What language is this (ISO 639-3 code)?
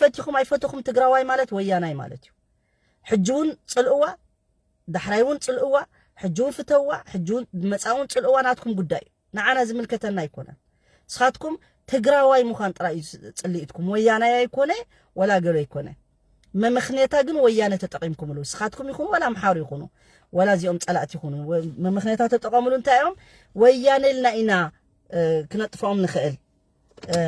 tir